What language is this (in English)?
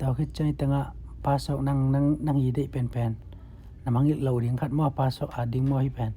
Tedim Chin